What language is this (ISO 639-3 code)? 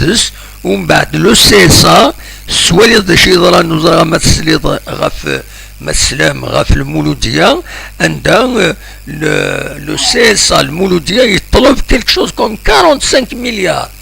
kab